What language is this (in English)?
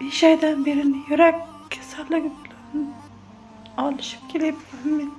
Uzbek